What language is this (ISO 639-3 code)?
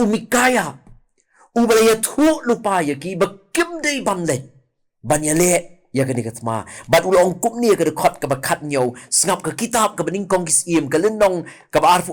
kha